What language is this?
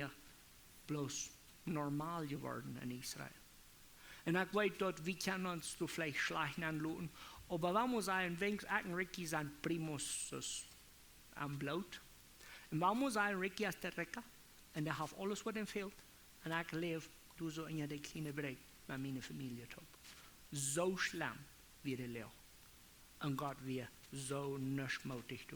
Plautdietsch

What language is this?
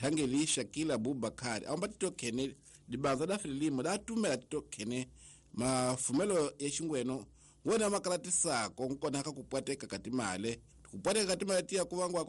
Tsonga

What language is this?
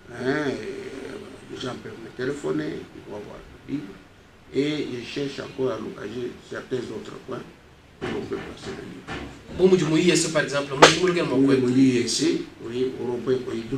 Luba-Lulua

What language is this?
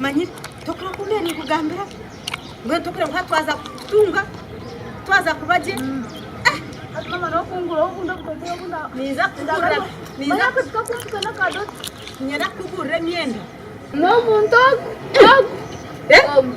Nyankole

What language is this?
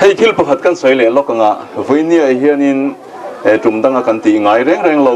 Mizo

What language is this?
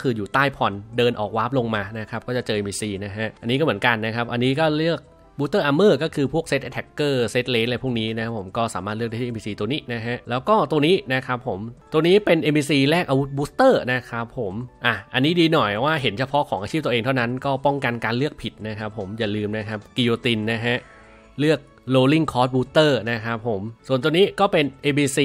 Thai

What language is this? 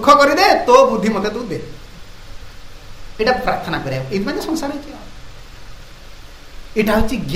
Odia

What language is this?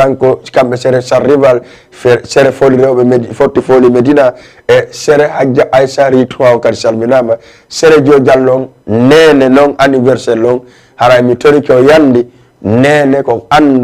Fula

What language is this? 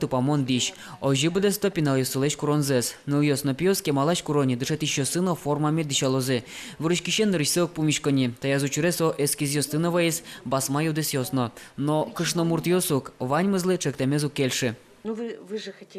Udmurt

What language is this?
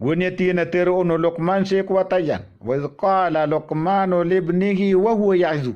Maranao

